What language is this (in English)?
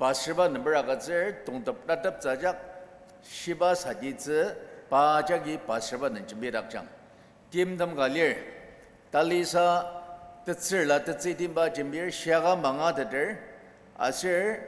Ao Naga